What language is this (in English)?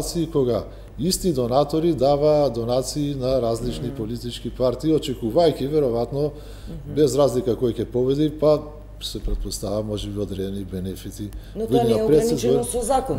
Macedonian